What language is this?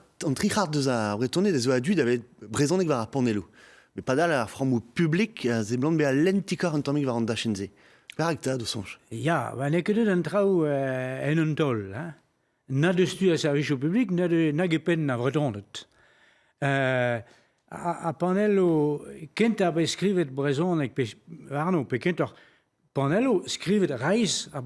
Breton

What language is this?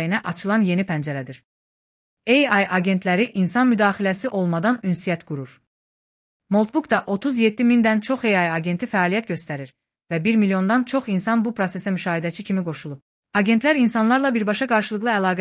Azerbaijani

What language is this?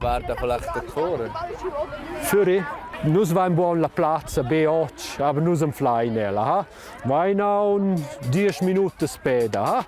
Romansh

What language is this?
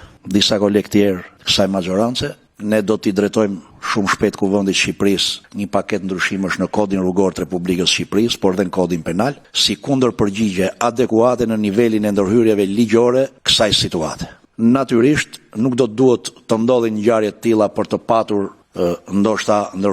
Albanian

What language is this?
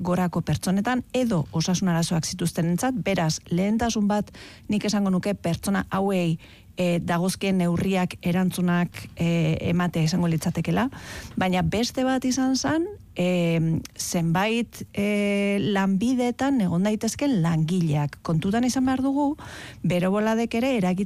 Basque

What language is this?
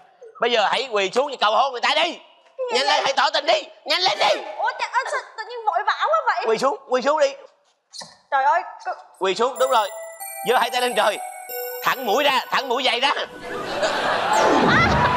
Vietnamese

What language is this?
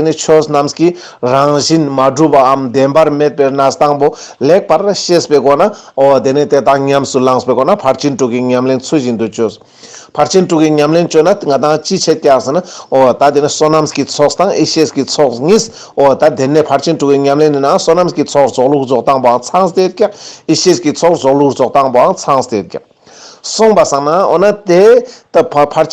Ladakhi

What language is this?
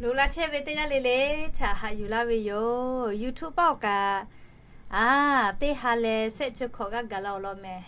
Lahu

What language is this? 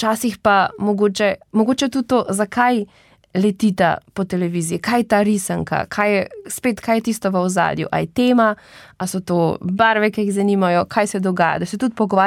Slovenian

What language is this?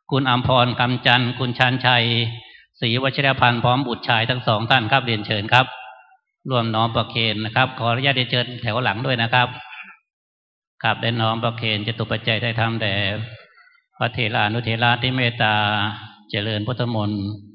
Thai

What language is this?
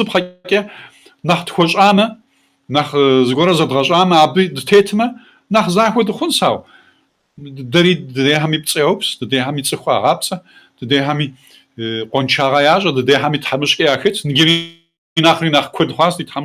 Kabardian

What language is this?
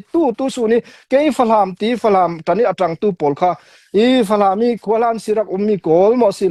Hakha Chin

